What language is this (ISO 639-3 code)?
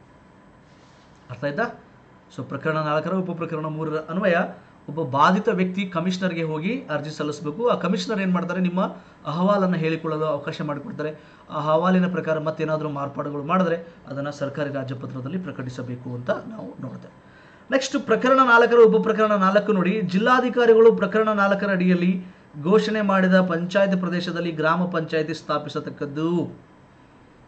kan